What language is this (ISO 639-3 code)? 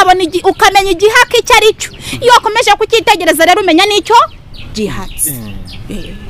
kin